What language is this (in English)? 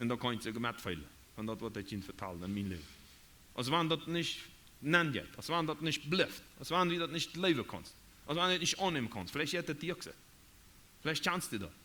Plautdietsch